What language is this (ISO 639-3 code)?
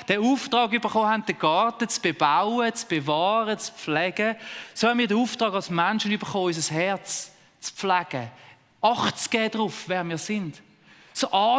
gsw